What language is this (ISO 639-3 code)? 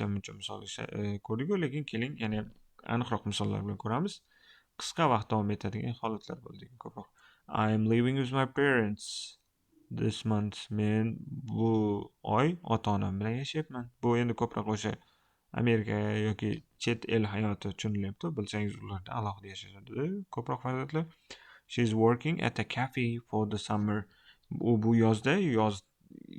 uzb